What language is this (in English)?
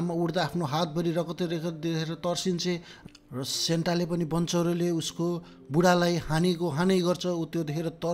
Nepali